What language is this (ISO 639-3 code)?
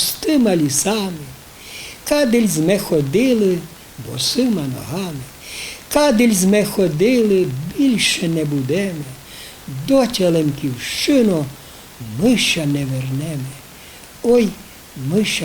rue